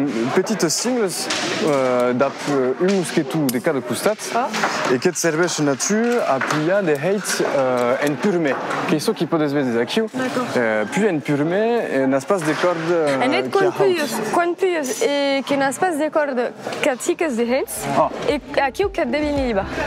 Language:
Occitan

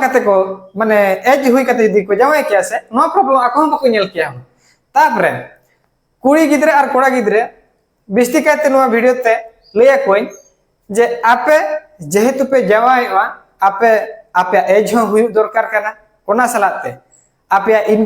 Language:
Santali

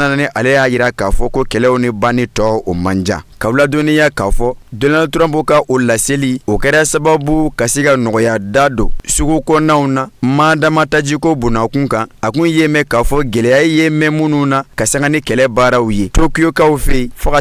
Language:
Bambara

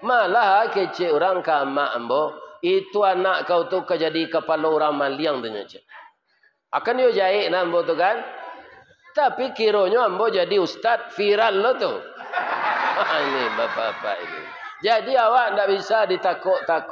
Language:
Minangkabau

